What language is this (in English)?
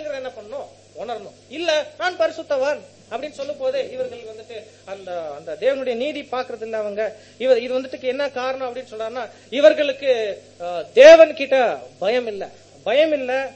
Tamil